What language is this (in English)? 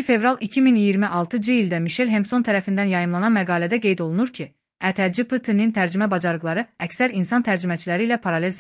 Azerbaijani